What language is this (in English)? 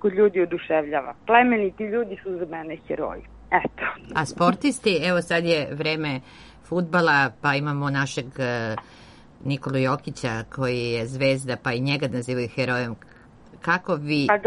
Serbian